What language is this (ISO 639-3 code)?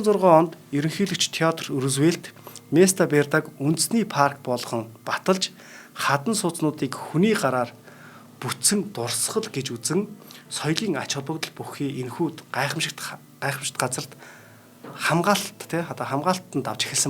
mon